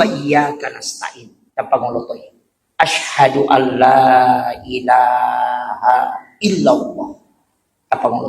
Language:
Buginese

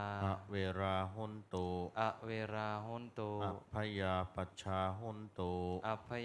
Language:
Pali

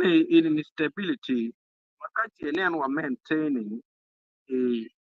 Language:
Acoli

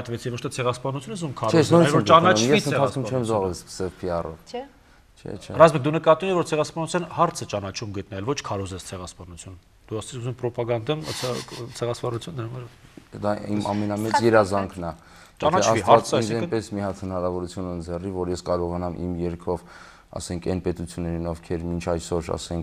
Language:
Armenian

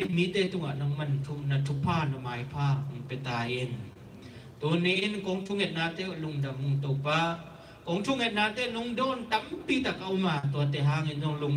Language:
Tedim Chin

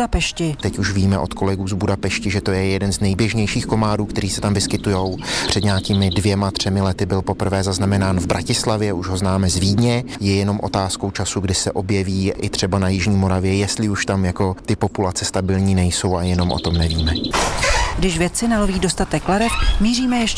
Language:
Czech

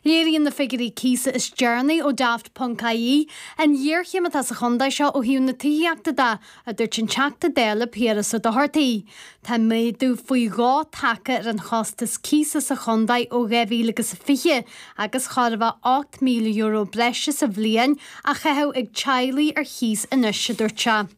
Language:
Irish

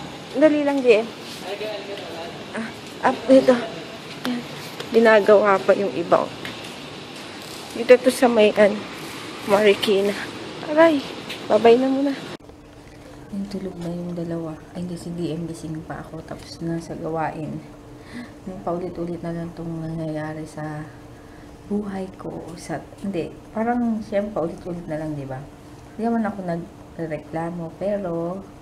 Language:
Filipino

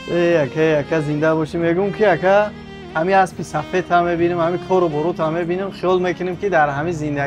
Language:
Tajik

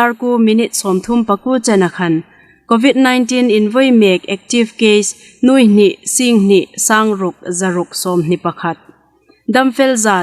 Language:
Hmar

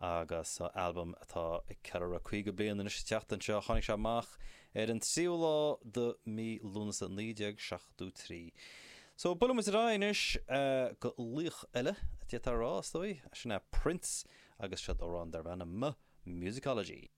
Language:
Irish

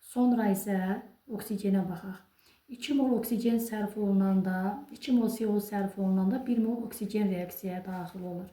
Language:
Azerbaijani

